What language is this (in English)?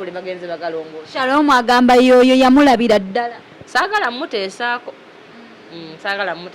Ganda